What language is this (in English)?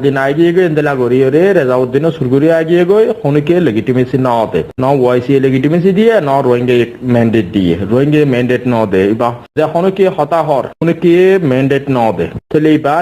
Rohingya